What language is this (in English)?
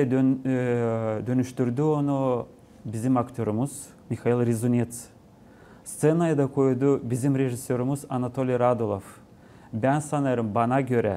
Gagauz